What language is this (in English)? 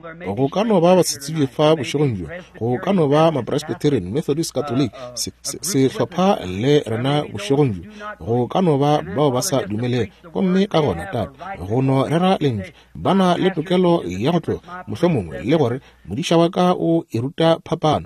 Northern Sotho